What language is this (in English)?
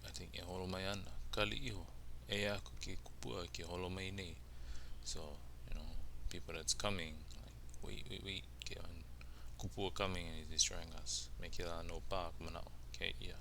Hawaiian